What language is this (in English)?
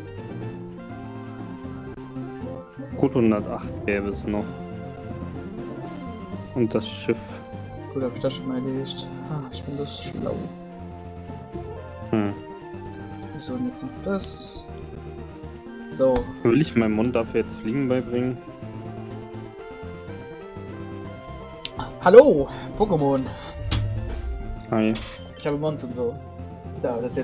German